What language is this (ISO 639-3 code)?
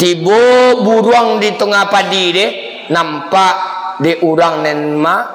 min